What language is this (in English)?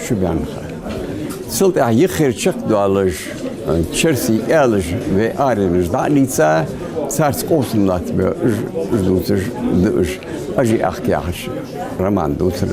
Ingush